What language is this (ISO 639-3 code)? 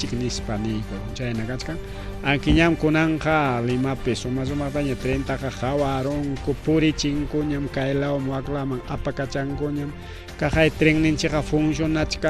quy